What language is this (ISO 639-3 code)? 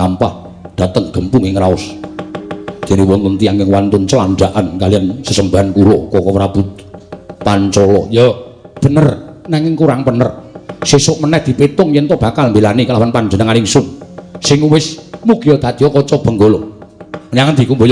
jav